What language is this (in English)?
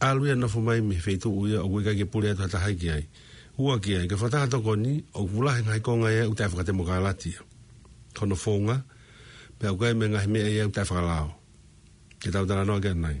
Tongan